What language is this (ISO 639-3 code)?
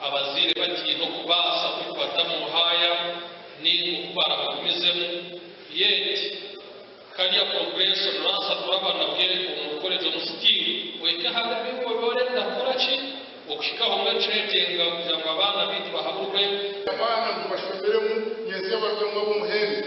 nyn